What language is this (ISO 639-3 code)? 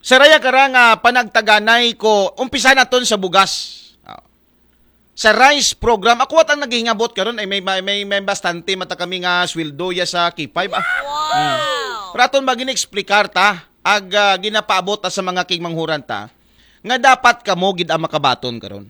akl